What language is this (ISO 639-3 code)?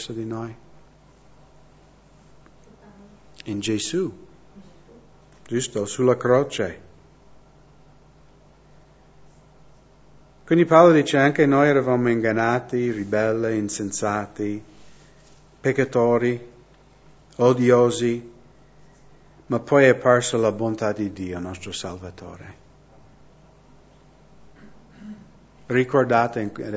ita